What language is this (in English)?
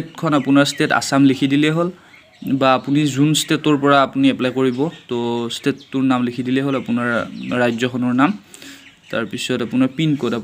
Assamese